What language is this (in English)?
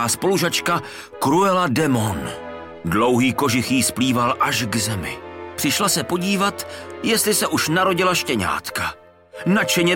Czech